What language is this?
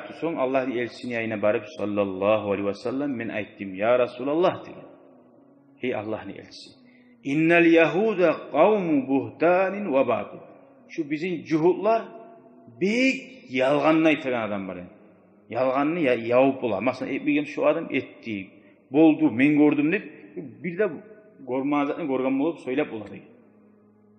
Kumyk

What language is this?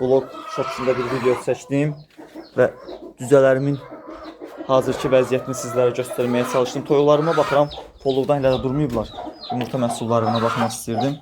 Azerbaijani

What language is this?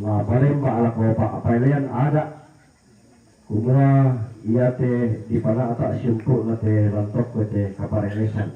Toraja-Sa'dan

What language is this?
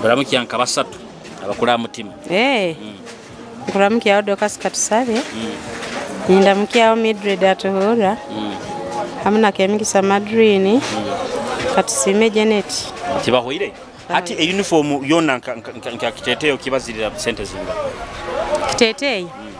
Nyoro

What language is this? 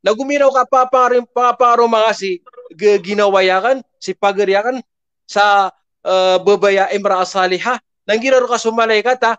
Maranao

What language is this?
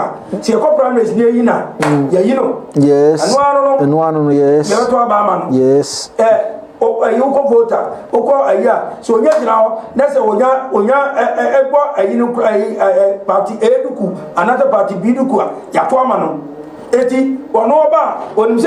Akan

